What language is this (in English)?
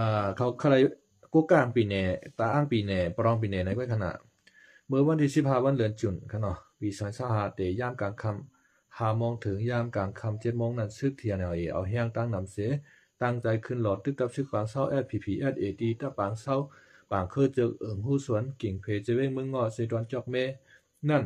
Shan